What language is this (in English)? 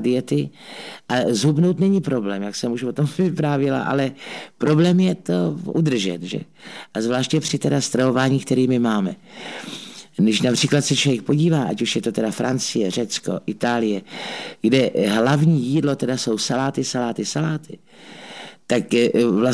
Czech